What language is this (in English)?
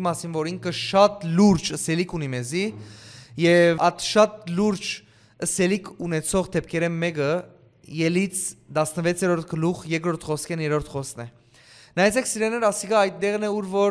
Western Armenian